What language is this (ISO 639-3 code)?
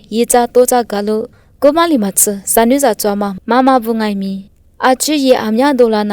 lis